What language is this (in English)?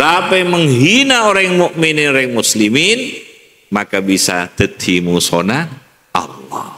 Madurese